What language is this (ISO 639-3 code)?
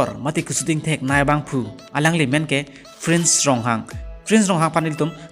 mjw